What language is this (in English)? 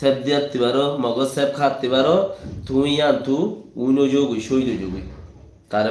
Rohingya